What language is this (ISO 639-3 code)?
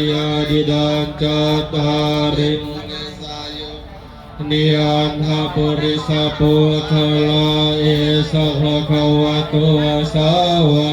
pli